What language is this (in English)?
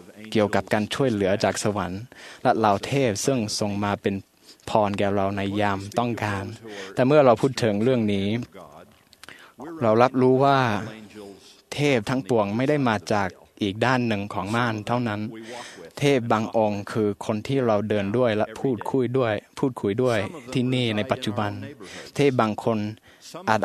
Thai